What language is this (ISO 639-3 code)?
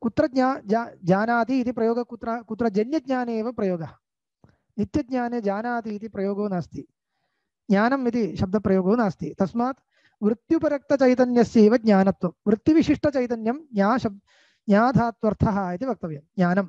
san